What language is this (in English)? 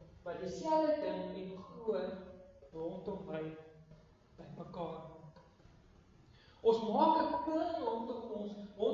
Afrikaans